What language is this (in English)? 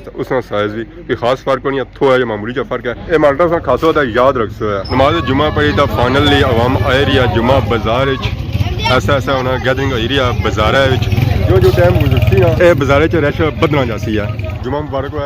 Pahari-Potwari